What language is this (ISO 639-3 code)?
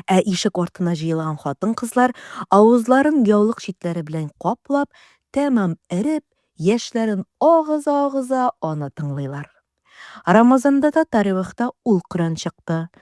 tat